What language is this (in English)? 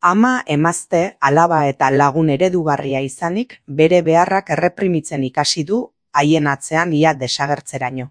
Basque